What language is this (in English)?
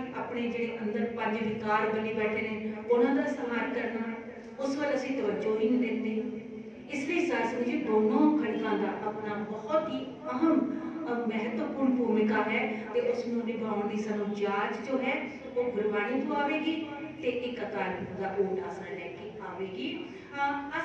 Punjabi